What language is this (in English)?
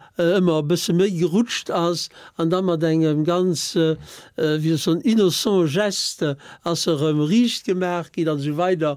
Luxembourgish